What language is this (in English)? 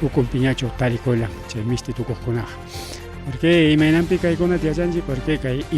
Ayacucho Quechua